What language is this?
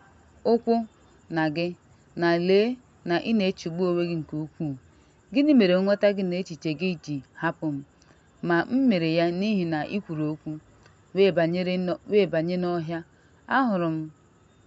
Igbo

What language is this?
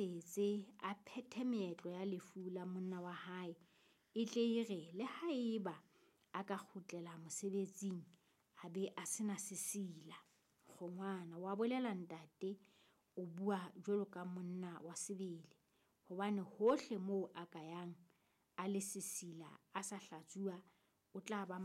Southern Sotho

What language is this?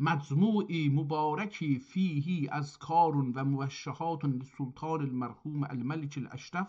South Azerbaijani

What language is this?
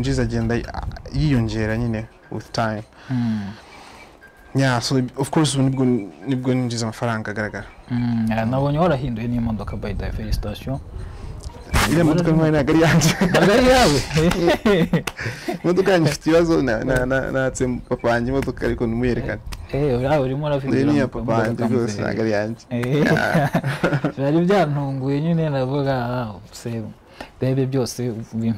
Kinyarwanda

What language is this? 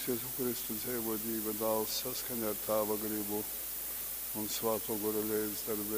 Latgalian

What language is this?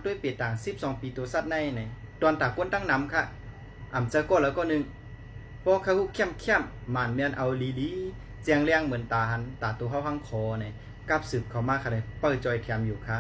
Shan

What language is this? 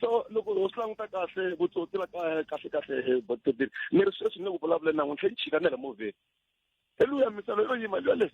Tsonga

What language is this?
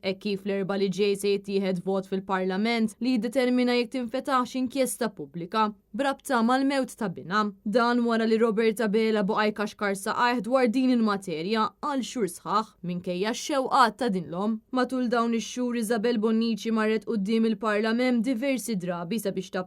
Maltese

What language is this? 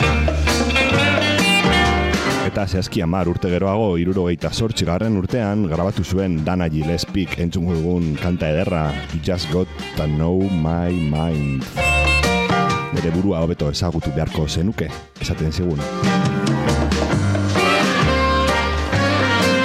Basque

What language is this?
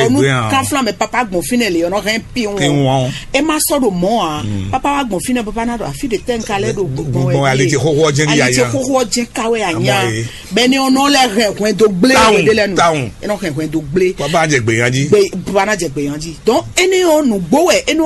Fon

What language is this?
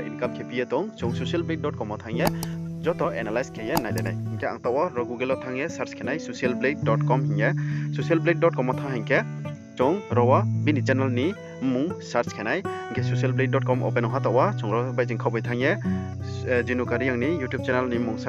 Riang (India)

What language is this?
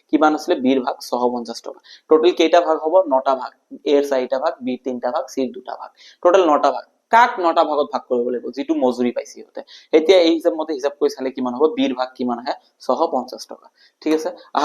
Assamese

